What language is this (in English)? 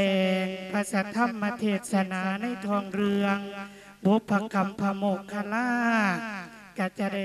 Lao